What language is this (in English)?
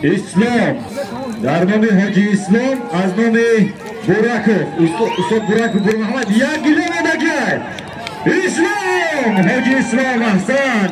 Tajik